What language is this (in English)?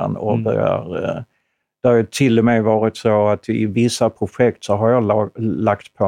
Swedish